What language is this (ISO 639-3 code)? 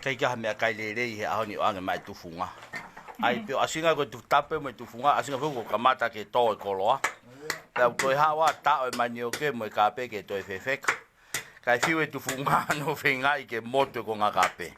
ton